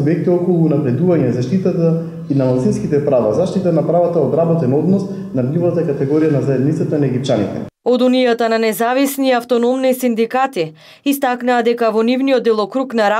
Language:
Macedonian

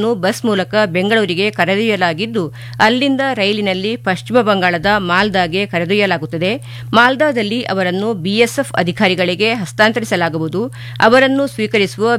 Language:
Kannada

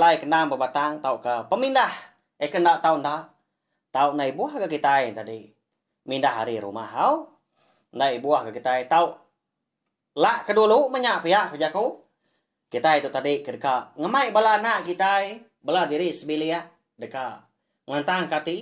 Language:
Iban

